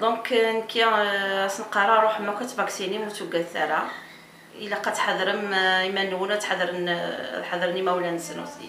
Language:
Kabyle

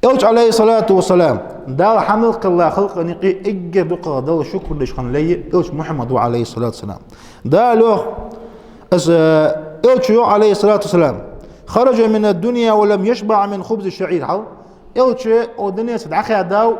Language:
Ingush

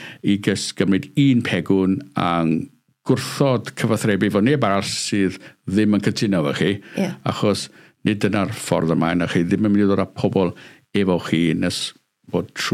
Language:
Welsh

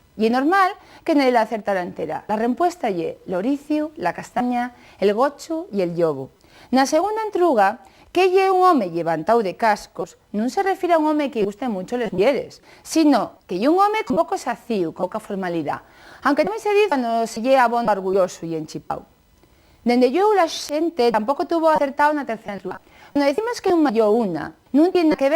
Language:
Asturian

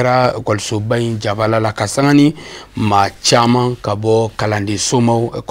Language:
Bambara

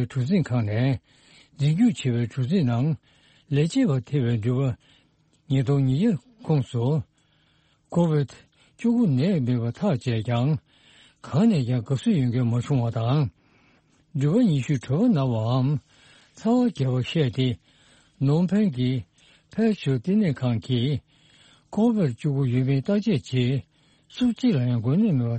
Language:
Tibetan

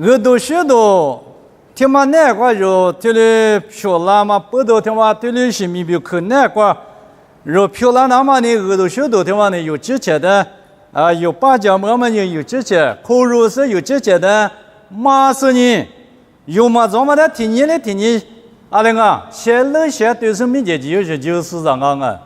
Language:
Lisu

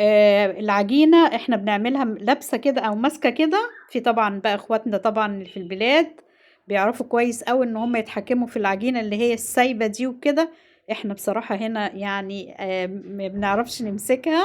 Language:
Egyptian Arabic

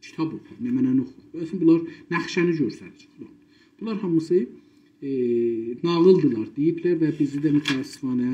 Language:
South Azerbaijani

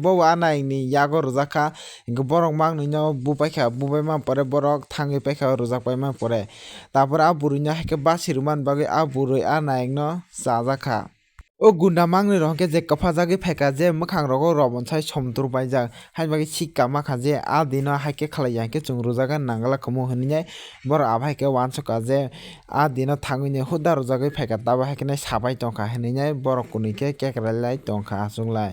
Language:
Kok Borok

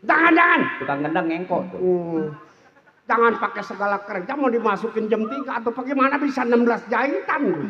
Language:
Betawi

